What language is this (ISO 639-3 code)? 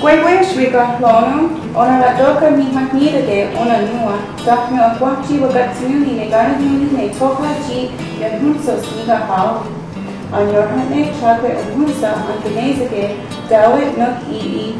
moh